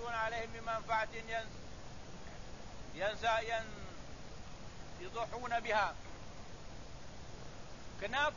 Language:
Malay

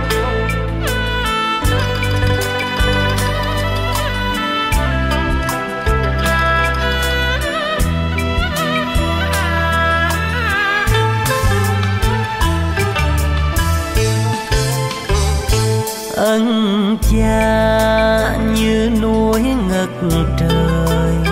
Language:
Vietnamese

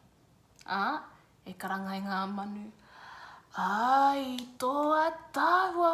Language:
Māori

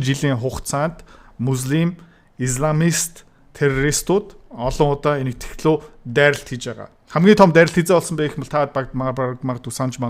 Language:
Mongolian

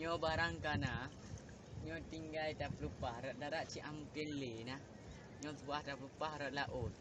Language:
Achinese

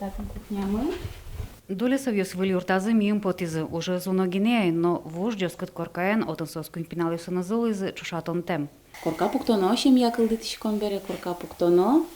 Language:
Udmurt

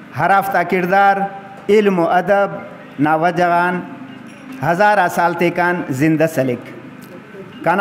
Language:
Brahui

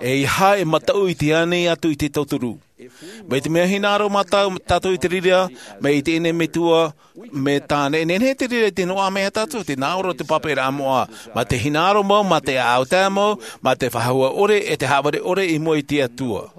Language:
Tahitian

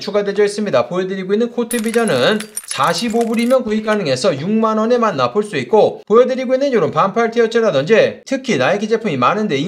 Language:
Korean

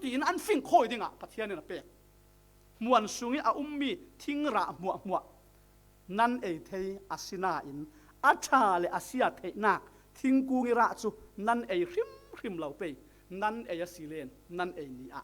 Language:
Falam Chin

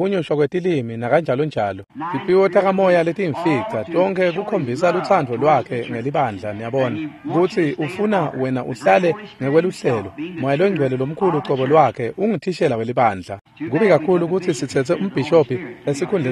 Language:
Swati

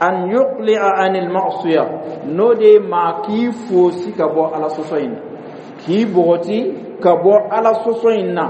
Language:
Dyula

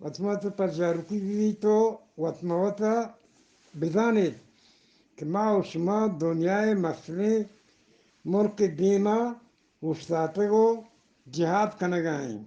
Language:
Eastern Balochi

